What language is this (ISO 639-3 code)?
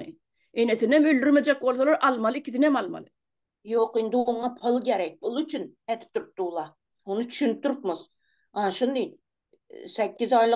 tuk